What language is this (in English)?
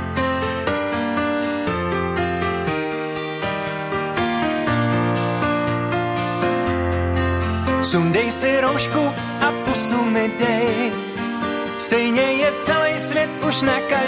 Czech